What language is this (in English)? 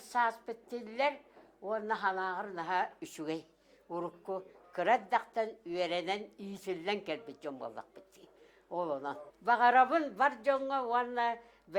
Yakut